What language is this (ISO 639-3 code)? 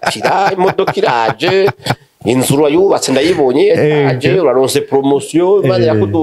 run